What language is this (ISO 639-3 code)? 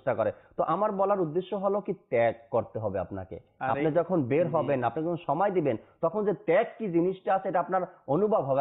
ben